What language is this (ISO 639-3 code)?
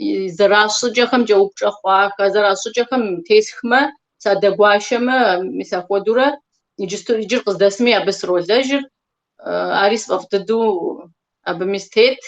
kbd